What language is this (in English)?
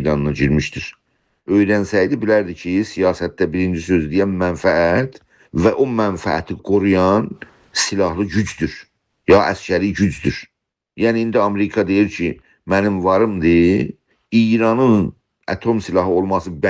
South Azerbaijani